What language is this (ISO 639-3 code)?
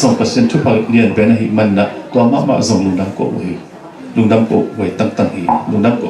ctd